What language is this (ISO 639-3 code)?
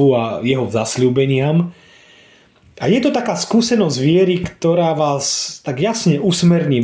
slk